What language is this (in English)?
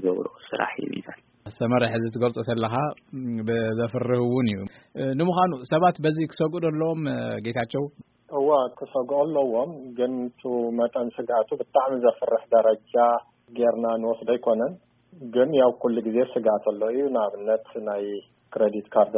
Tigrinya